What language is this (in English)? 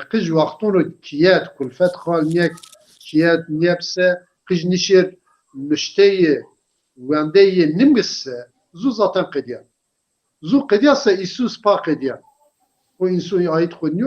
Zaza